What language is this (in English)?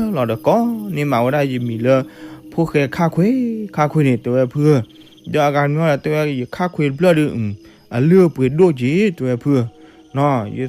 S'gaw Karen